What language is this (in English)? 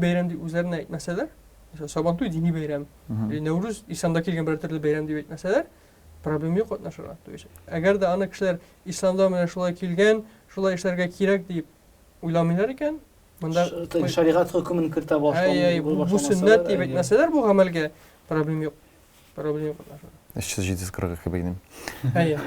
Tatar